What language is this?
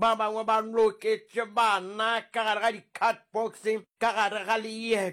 Northern Sotho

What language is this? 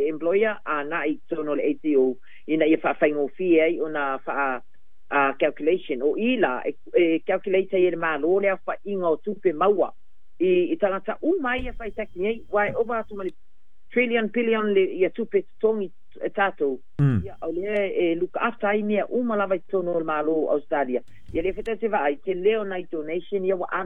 Samoan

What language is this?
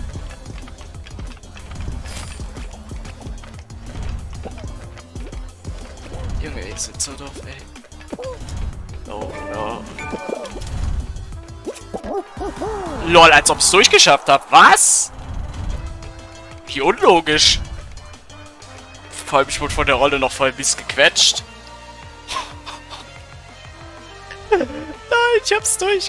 German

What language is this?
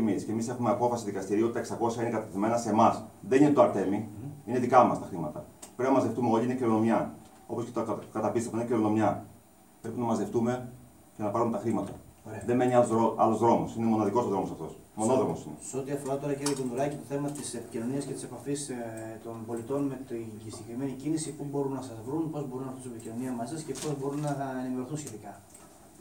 Greek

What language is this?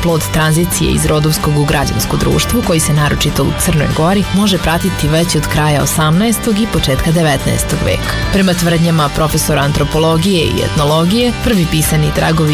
Serbian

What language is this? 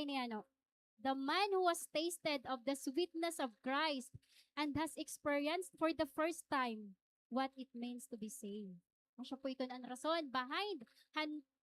Waray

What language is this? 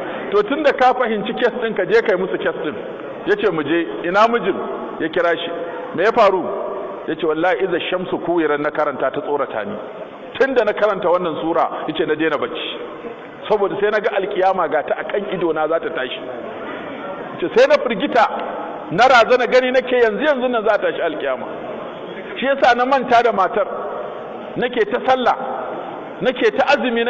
Hausa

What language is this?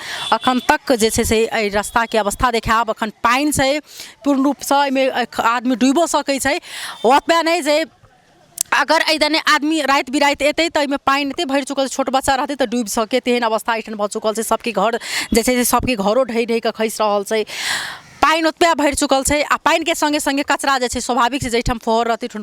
Maithili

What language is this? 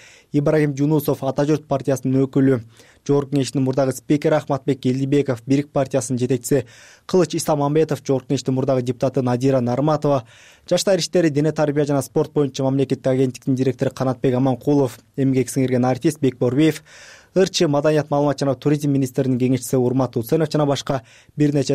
Kyrgyz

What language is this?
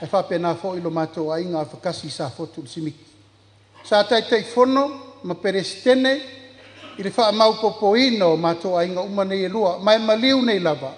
Samoan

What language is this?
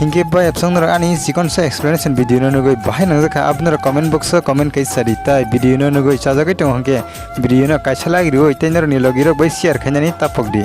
Kok Borok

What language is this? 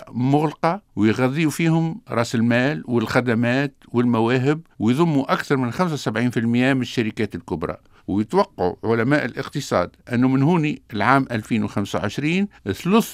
Tunisian Arabic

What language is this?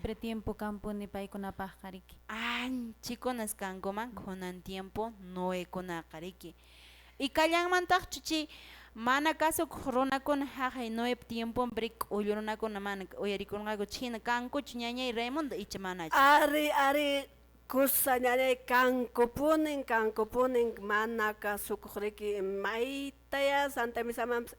Quechua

